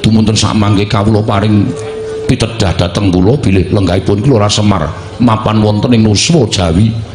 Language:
Javanese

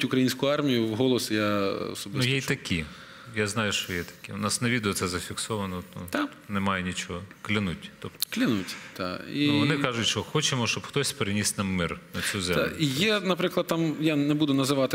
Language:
Ukrainian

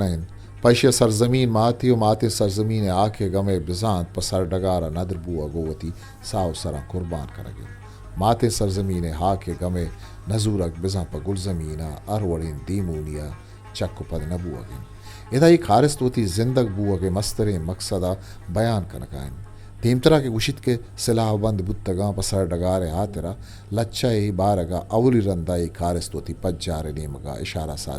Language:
Eastern Balochi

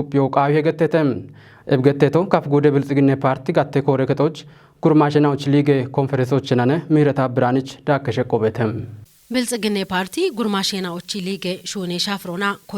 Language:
Kafa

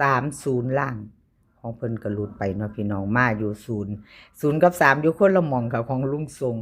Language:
Northeastern Thai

